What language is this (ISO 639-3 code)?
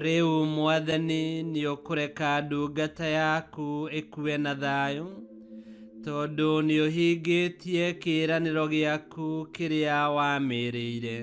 kik